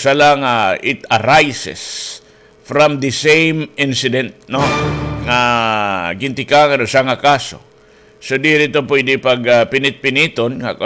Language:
Waray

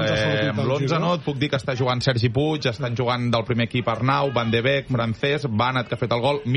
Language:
Catalan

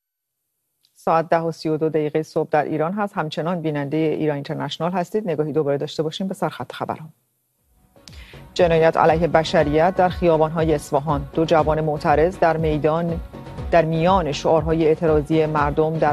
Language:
Persian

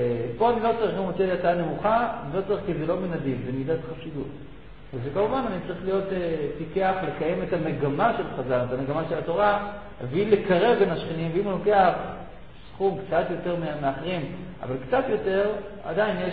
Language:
Hebrew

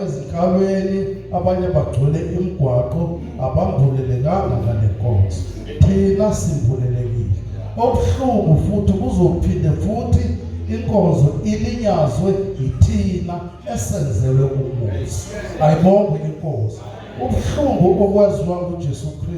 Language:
Zulu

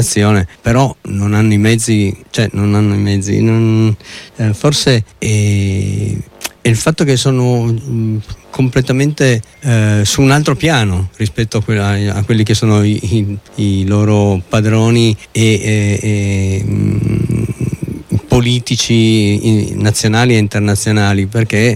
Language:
Italian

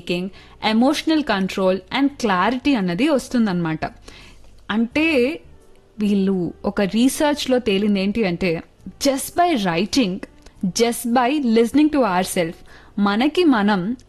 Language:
Telugu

